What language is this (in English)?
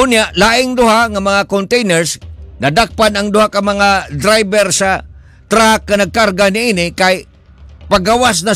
Cebuano